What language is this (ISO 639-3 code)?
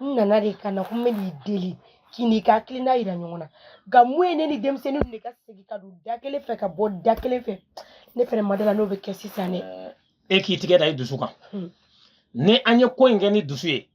bam